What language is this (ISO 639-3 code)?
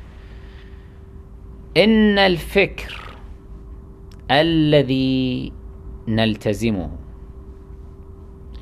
ara